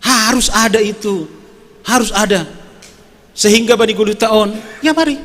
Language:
Batak Simalungun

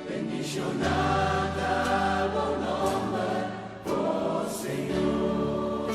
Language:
Papiamento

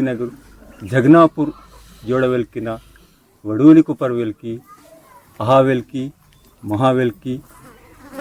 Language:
Aheri Gondi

